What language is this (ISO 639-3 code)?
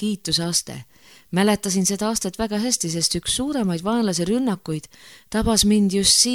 est